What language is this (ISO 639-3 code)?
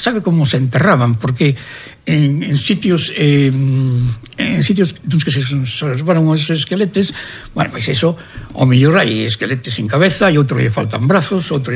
glg